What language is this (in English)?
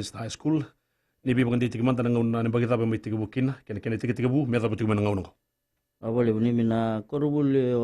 Fijian